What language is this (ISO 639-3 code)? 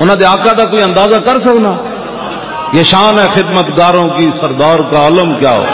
lah